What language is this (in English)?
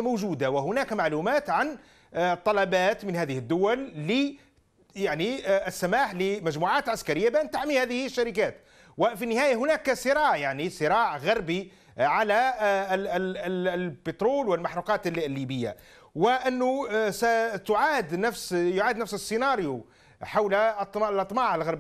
Arabic